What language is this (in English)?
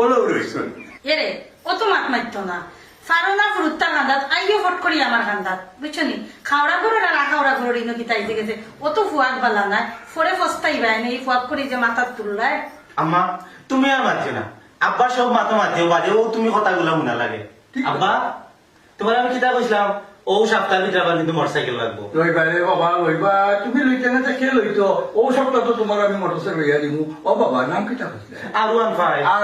Sylheti